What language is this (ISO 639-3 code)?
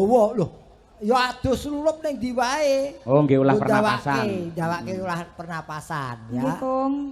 jav